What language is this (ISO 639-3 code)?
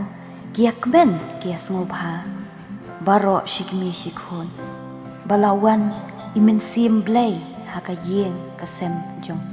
kha